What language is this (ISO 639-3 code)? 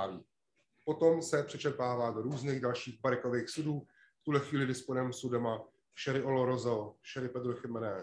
ces